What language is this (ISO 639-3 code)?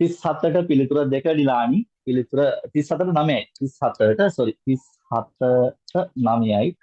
sin